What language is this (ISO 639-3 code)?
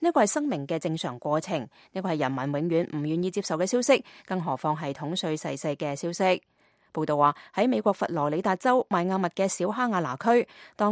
yue